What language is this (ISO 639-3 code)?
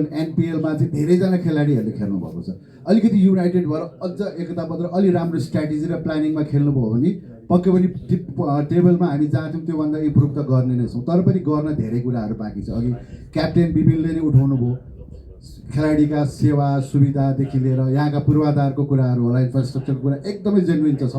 nep